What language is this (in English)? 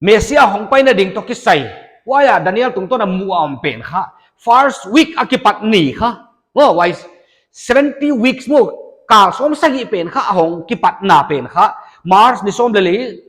Paite Chin